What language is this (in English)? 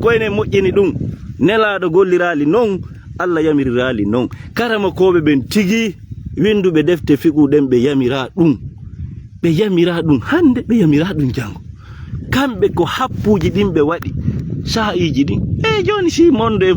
Fula